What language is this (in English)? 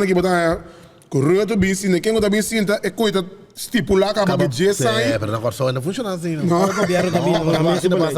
Papiamento